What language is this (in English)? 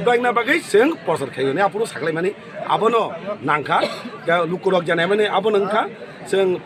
Kok Borok